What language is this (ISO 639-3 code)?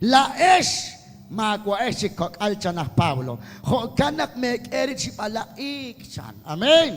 kek